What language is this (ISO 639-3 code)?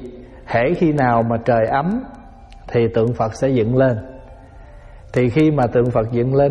vie